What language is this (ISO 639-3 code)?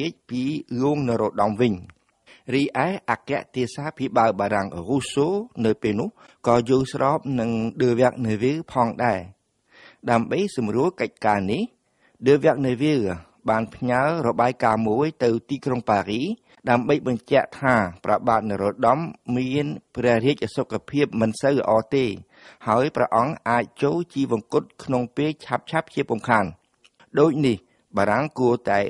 khm